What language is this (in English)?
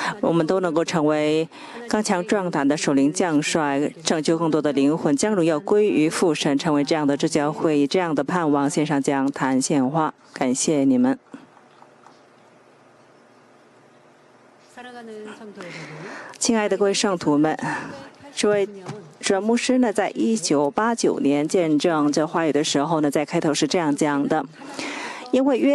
Chinese